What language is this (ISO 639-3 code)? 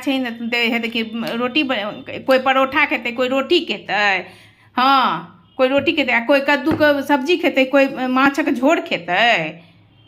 mai